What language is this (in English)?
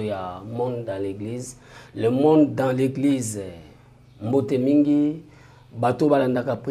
Lingala